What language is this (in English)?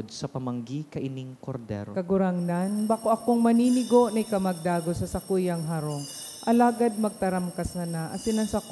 Bikol